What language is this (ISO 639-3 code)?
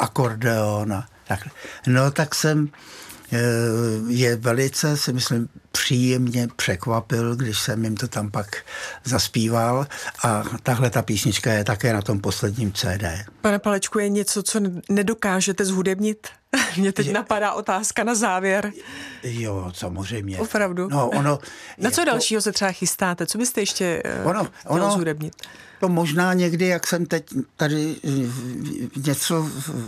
ces